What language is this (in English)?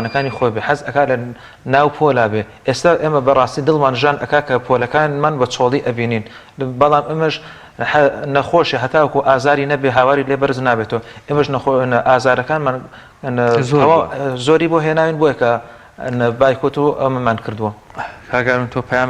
Central Kurdish